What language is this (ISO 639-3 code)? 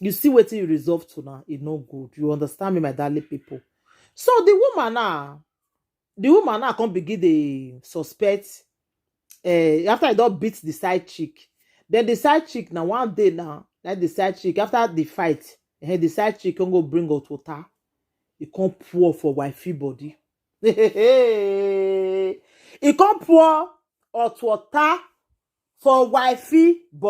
pcm